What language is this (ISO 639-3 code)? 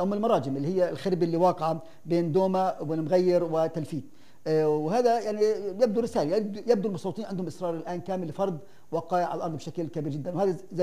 apc